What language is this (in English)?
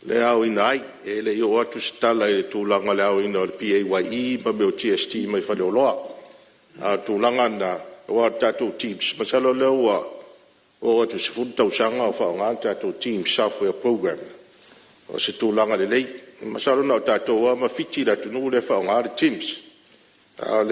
Samoan